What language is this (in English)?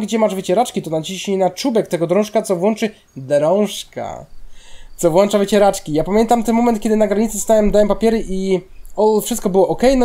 Polish